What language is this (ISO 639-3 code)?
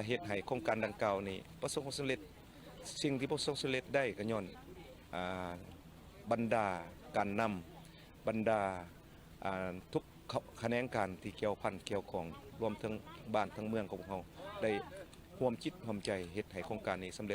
lao